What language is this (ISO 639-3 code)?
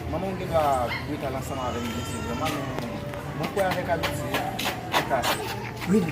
hat